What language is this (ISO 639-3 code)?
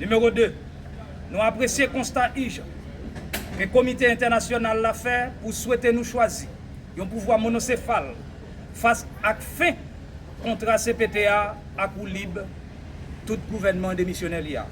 hat